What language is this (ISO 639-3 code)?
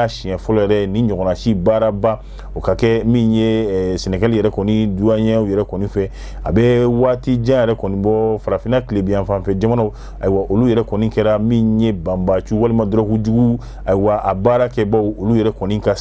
bam